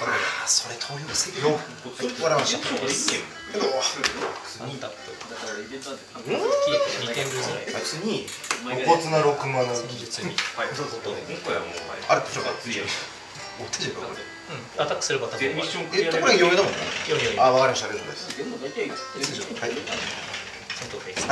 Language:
Japanese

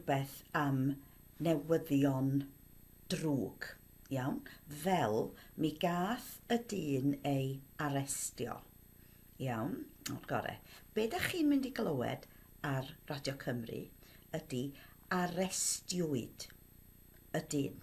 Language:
Welsh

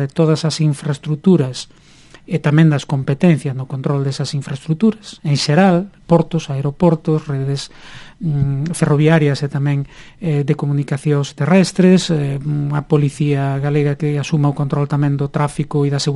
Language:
Galician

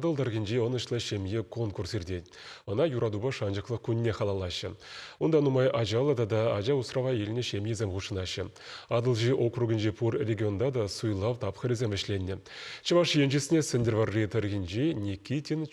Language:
Chuvash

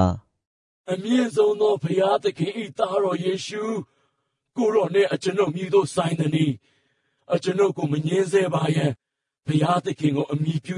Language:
Burmese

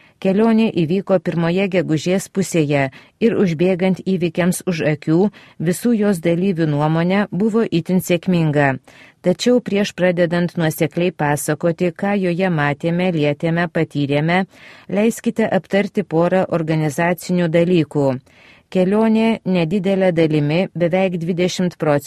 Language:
Lithuanian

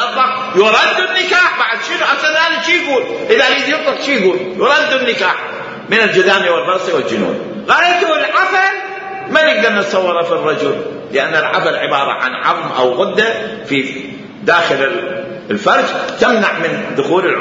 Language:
Mesopotamian Arabic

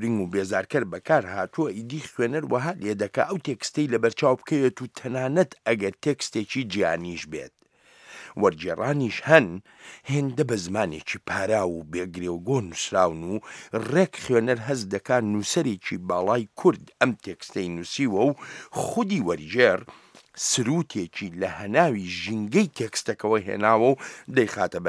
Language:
Central Kurdish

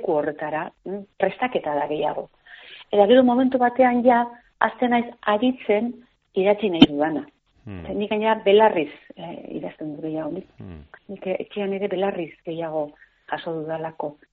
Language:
Basque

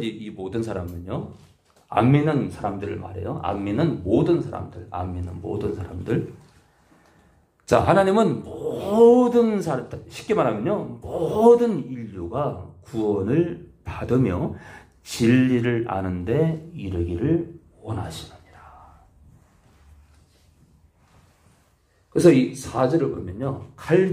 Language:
Korean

